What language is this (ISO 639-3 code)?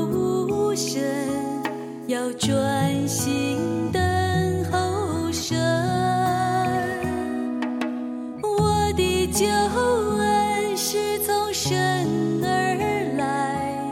zho